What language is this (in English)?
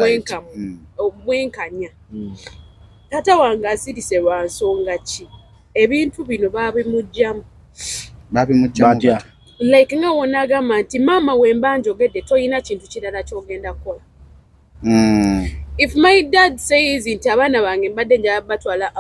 Ganda